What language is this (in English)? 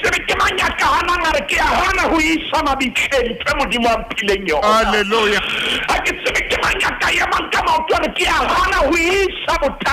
Southern Sotho